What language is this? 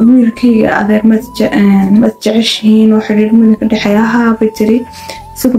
Somali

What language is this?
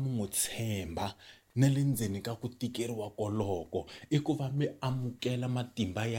Tsonga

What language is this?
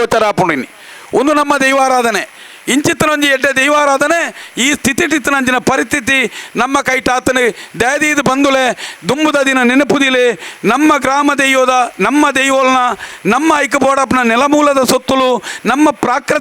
Tulu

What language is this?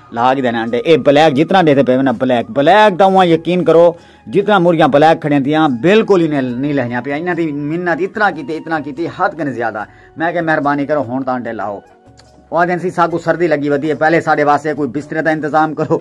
Saraiki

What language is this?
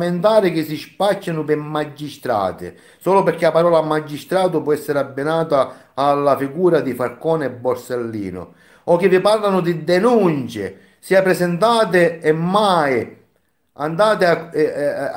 Italian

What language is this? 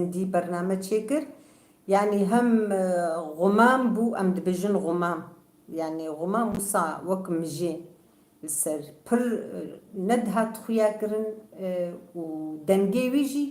Kurdish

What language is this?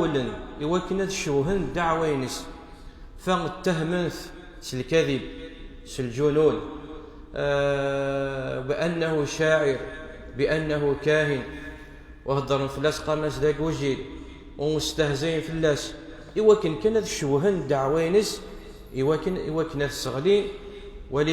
Kabyle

